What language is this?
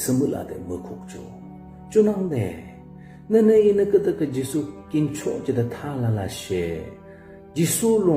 Yimchungru Naga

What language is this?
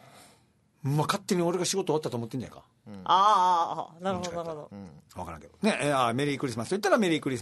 Japanese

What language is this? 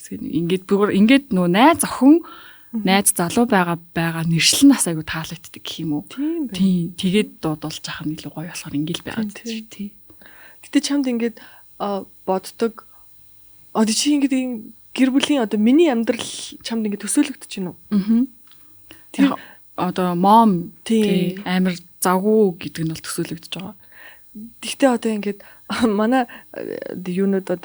Mongolian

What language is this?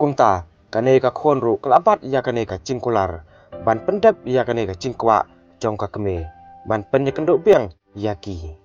Khasi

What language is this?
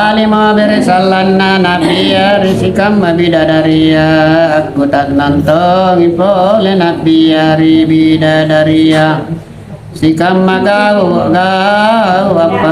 Makasar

